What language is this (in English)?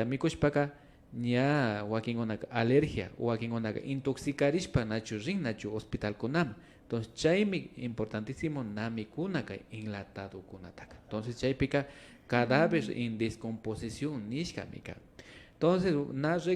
Imbabura Highland Quichua